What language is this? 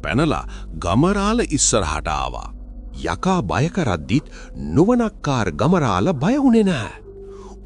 Sinhala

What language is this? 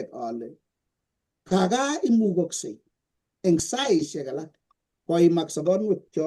Kalenjin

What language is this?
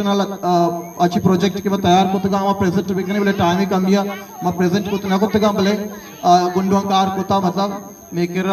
Eastern Balochi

